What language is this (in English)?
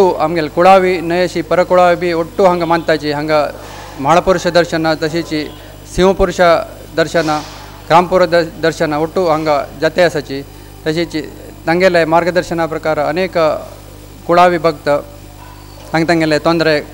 Konkani